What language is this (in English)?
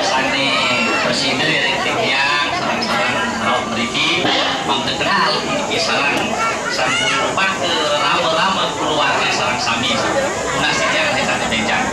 Balinese